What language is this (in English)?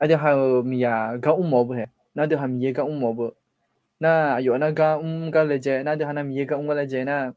Akha